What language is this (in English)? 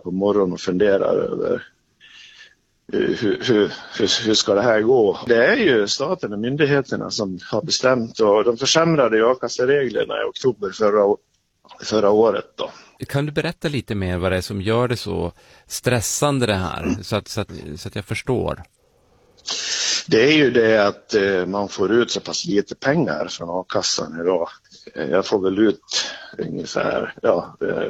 Swedish